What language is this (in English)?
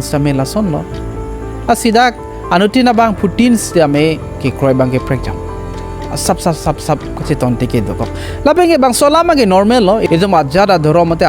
Karbi